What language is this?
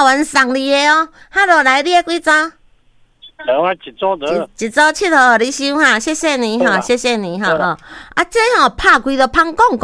Min Nan Chinese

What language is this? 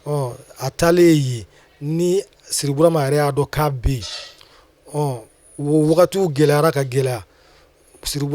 Bambara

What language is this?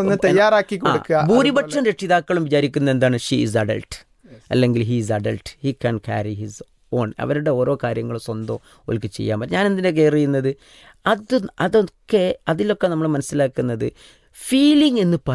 Malayalam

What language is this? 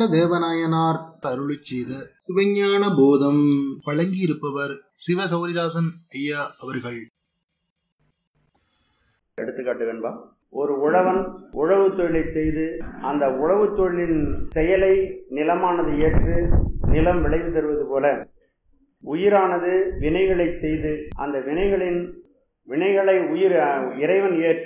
Tamil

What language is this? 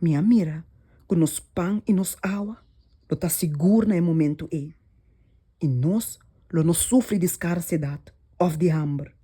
Papiamento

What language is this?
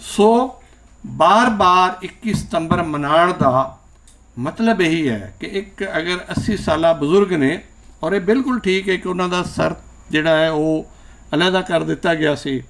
Western Panjabi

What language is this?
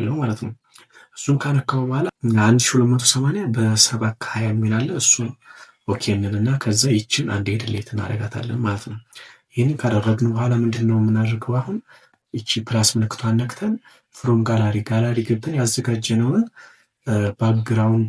Amharic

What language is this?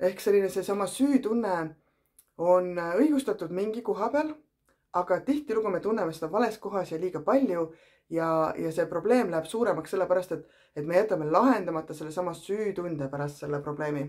Estonian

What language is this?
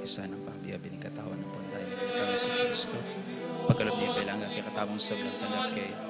Pampanga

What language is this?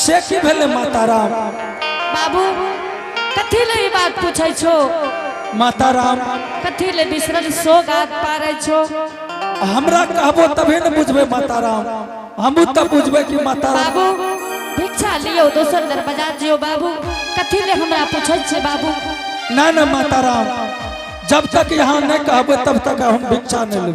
Angika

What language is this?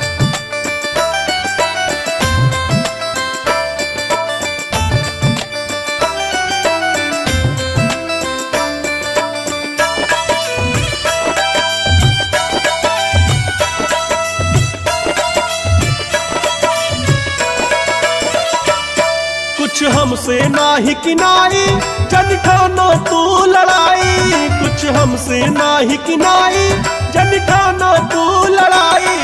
Bhojpuri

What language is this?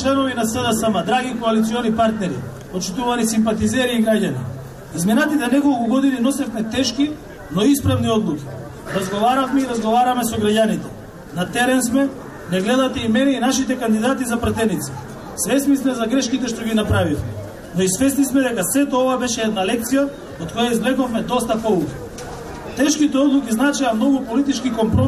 Macedonian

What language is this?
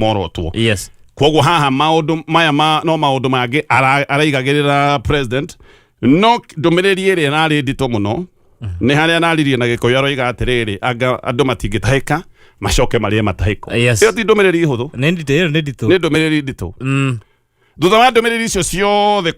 Kikuyu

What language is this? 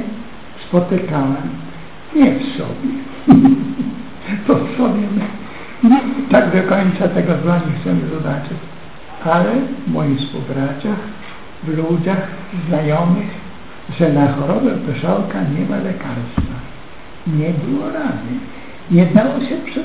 Polish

